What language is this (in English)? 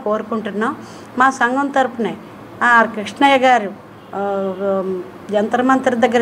Telugu